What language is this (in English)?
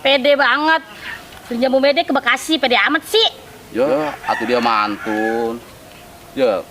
Betawi